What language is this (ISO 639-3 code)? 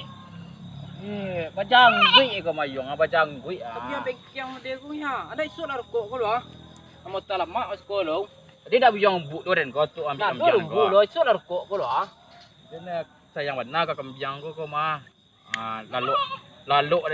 min